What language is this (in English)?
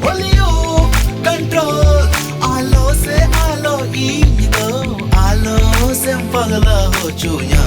Santali